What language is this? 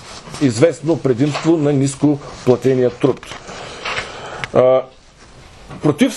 Bulgarian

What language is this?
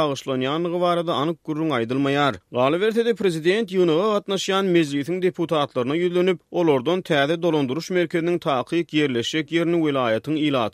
Turkmen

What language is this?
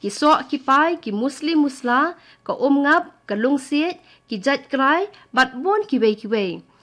Khasi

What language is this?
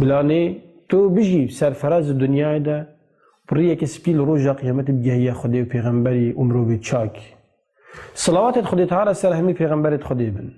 Kurdish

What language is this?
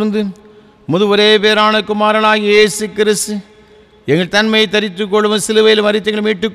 Tamil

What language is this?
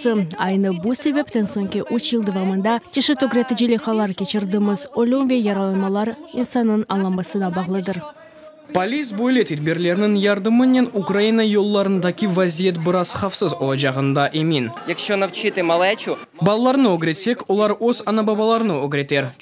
Crimean Tatar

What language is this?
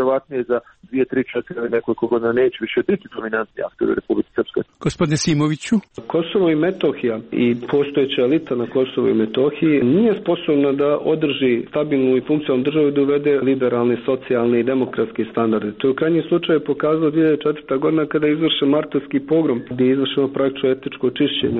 Serbian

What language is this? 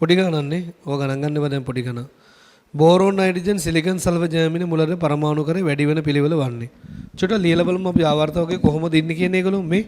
Sinhala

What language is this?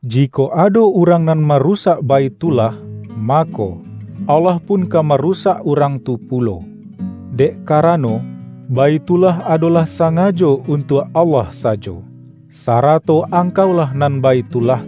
Minangkabau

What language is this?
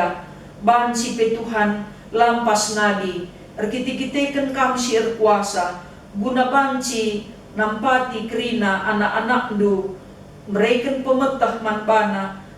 Batak Karo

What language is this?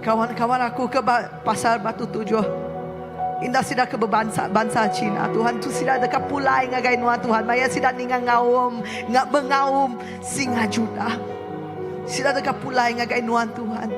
Iban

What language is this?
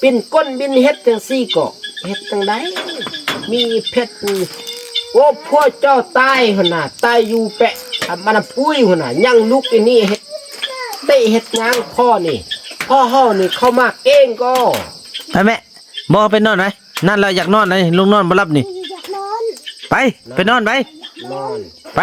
Northeastern Thai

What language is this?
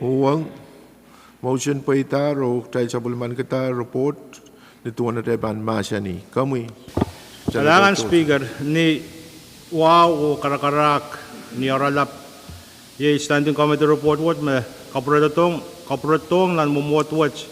Pohnpeian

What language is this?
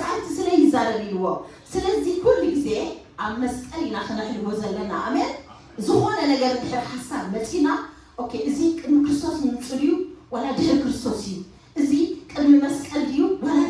Tigrinya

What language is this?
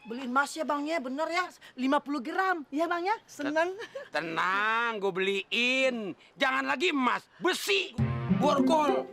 Betawi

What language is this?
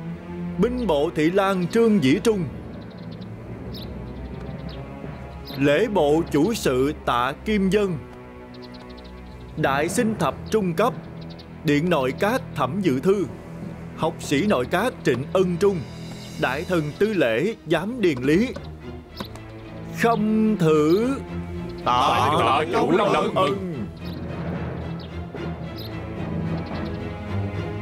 Vietnamese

